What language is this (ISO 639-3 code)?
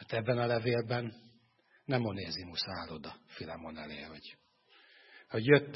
hun